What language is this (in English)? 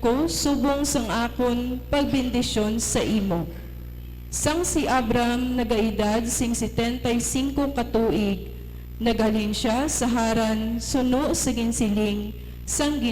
Hiligaynon